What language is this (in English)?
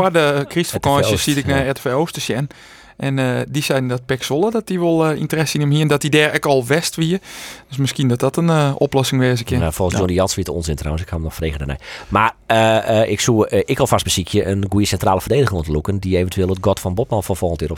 Western Frisian